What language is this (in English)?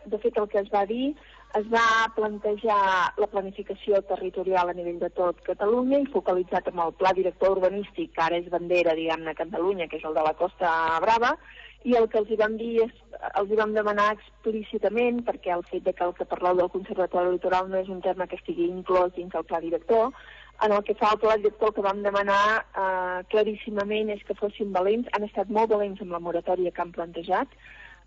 Catalan